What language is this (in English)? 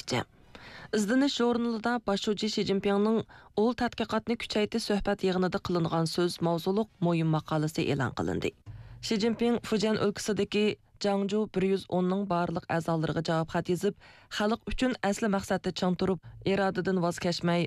Uyghur